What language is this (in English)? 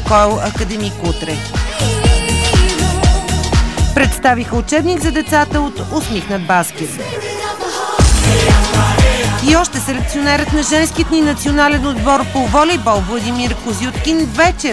Bulgarian